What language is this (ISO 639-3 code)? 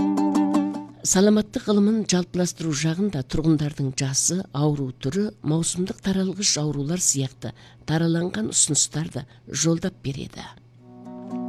kaz